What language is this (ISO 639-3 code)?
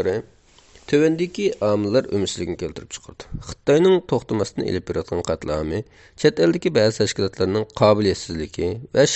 uig